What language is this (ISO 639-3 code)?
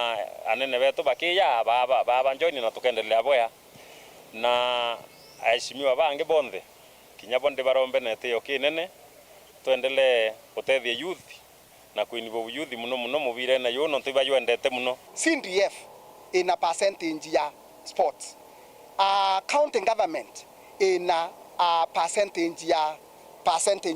mer